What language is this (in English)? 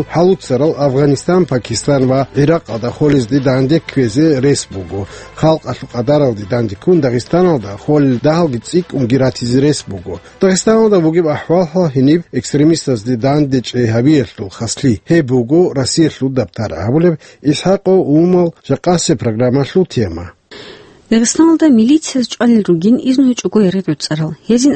Avaric